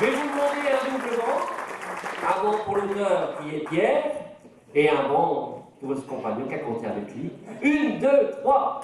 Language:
Picard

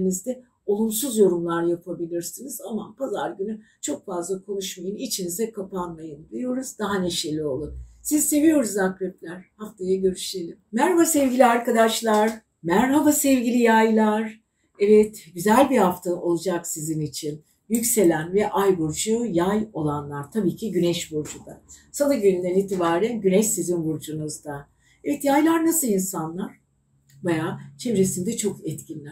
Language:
Turkish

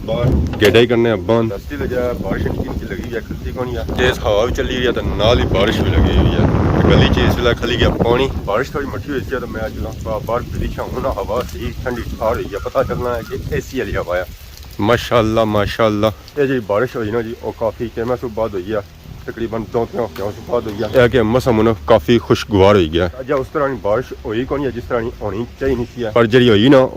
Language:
Pahari-Potwari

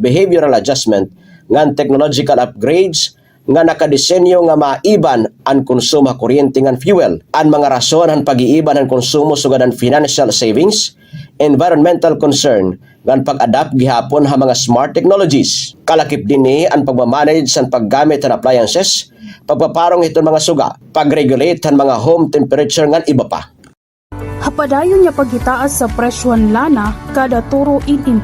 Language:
Waray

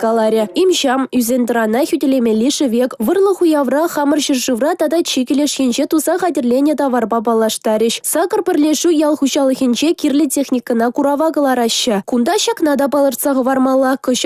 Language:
Chuvash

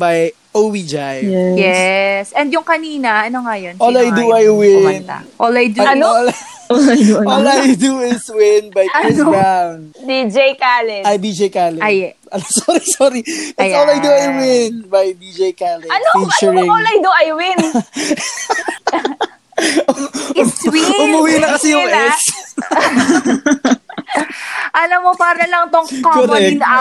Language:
Filipino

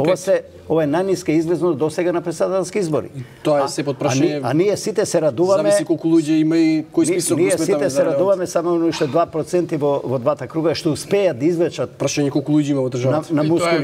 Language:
Macedonian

